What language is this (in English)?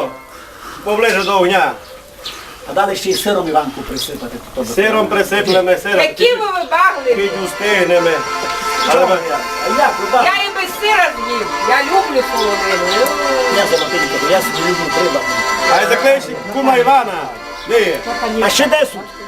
Rusyn